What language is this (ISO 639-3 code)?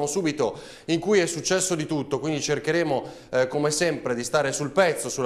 ita